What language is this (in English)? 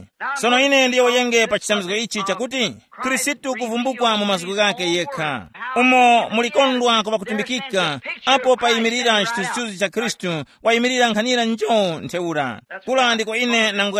Tumbuka